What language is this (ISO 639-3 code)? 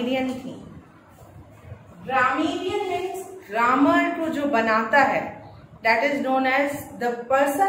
hin